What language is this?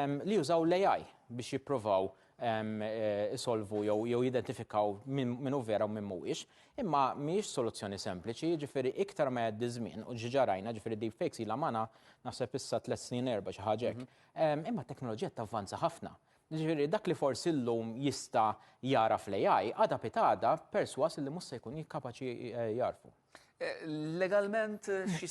Maltese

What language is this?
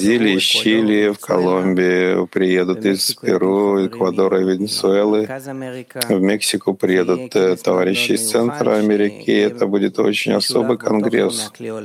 Russian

